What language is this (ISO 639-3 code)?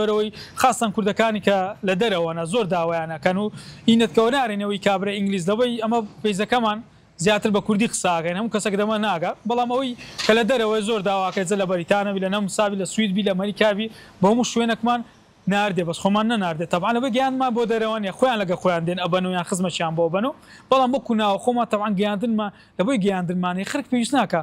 ckb